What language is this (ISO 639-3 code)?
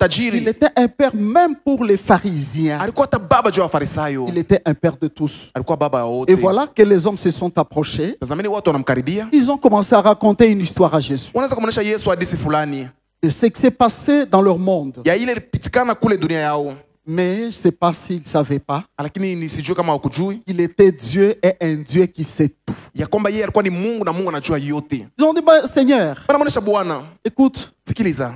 swa